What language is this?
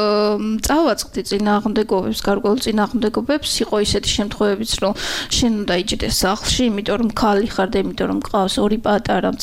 Georgian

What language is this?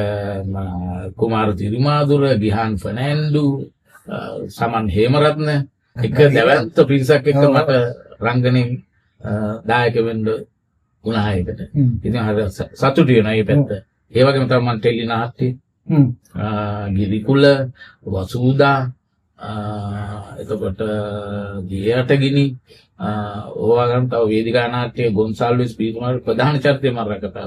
Sinhala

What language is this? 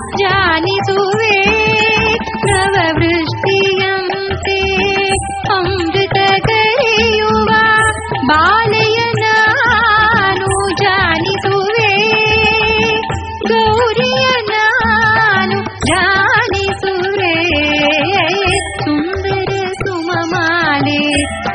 Kannada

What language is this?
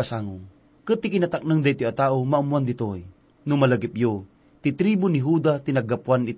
Iloko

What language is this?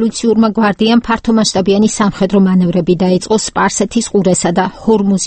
Georgian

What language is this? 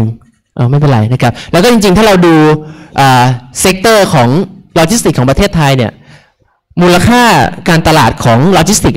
Thai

